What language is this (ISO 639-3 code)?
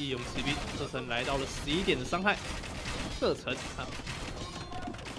zho